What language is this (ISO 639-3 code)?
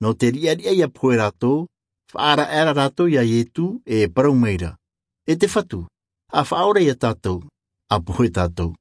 tah